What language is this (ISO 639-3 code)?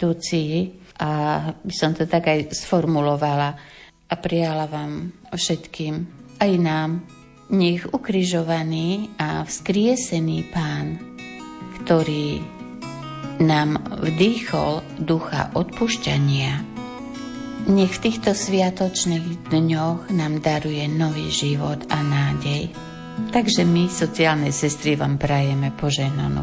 slk